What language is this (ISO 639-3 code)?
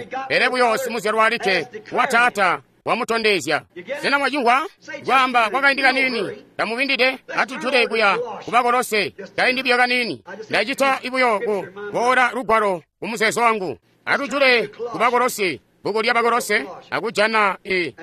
toi